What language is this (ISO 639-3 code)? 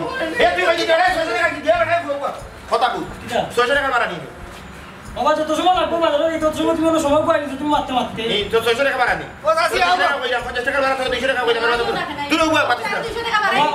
syl